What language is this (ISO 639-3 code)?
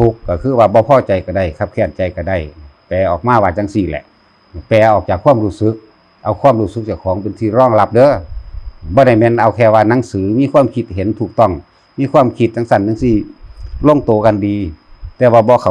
tts